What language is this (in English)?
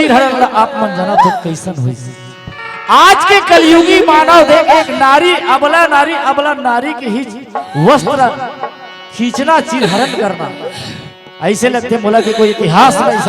Chhattisgarhi